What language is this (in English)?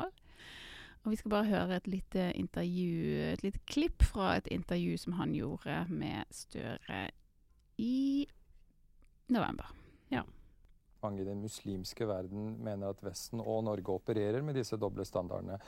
Norwegian